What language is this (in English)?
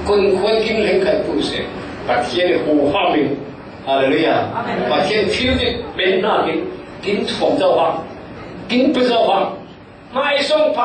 Falam Chin